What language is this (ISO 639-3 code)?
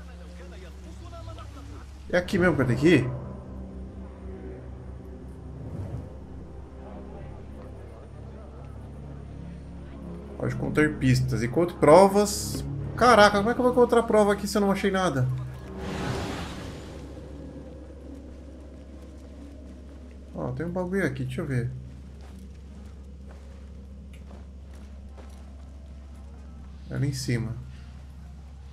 por